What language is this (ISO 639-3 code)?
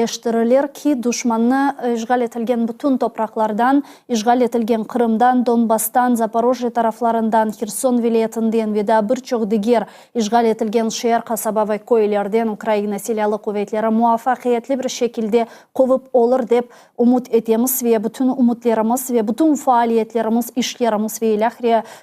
crh